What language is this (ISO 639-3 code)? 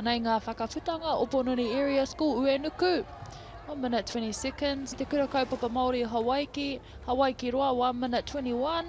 mri